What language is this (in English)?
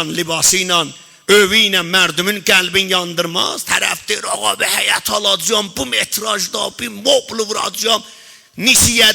South Azerbaijani